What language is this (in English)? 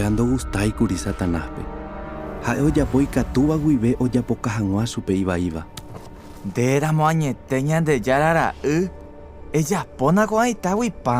Guarani